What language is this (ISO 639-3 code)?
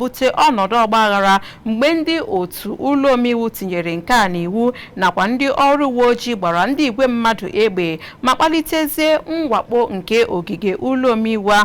ibo